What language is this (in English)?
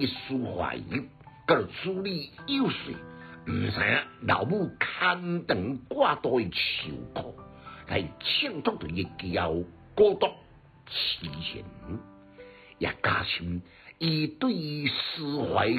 Min Nan Chinese